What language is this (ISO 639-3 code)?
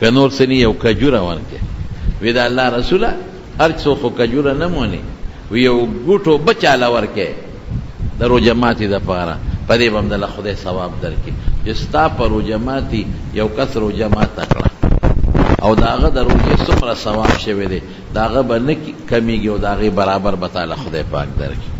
pus